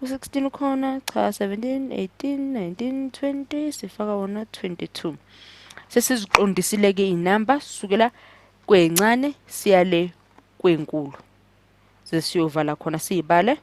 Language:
Zulu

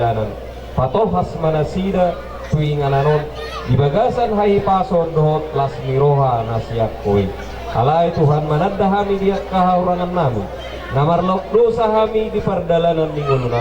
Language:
Batak Toba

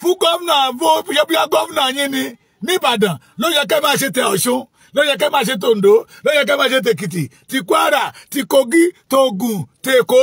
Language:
Yoruba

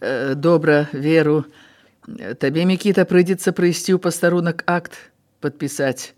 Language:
Belarusian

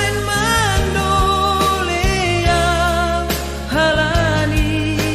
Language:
Batak Simalungun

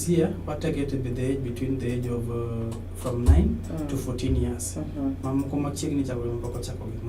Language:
Luo (Kenya and Tanzania)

